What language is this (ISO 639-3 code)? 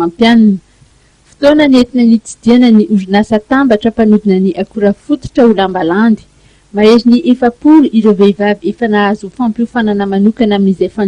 mlg